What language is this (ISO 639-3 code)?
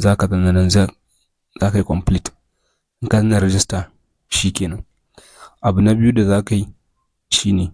hau